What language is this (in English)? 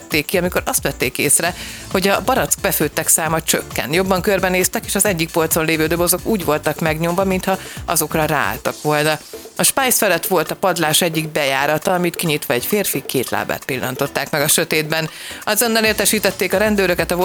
Hungarian